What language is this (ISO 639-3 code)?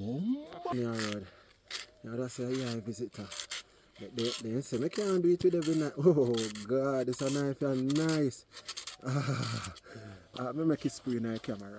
jam